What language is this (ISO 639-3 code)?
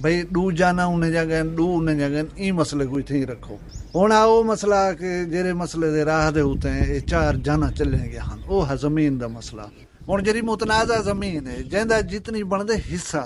skr